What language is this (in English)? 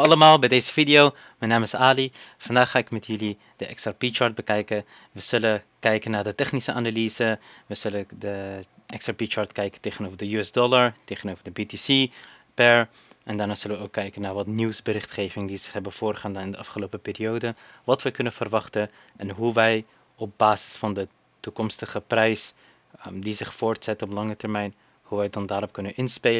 Dutch